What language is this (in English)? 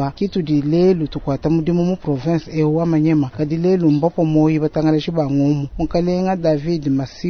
Luba-Lulua